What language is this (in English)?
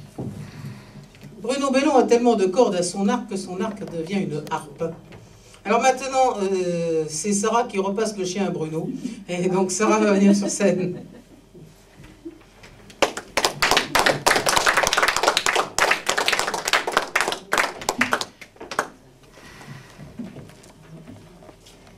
French